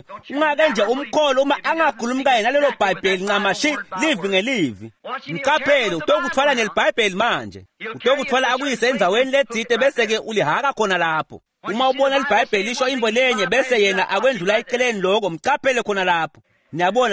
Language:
Swati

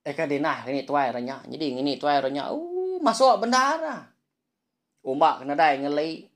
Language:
Iban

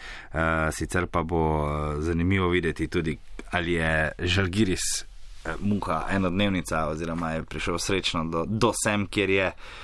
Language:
Slovenian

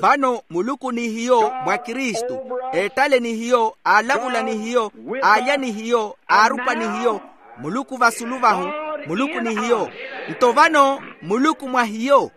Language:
Makhuwa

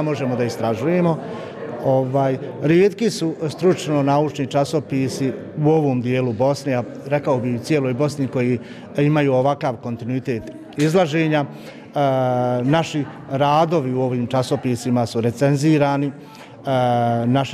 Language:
Bosnian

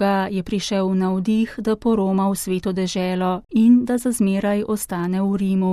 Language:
Slovenian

